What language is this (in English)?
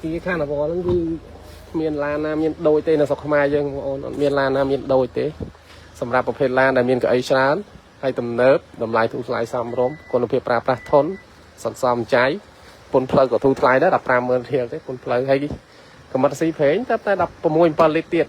Khmer